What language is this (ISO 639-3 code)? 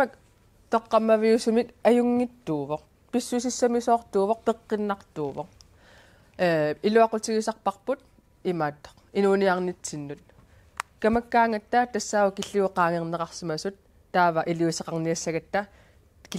kal